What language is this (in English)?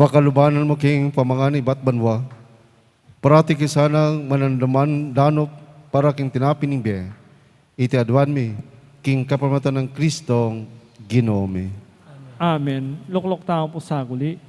Pampanga